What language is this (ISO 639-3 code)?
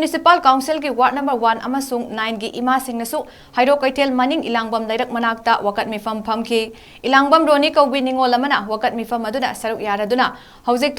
mni